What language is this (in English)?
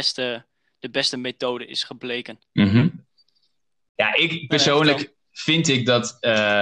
Dutch